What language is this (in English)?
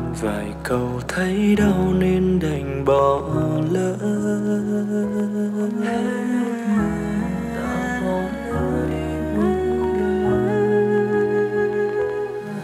Vietnamese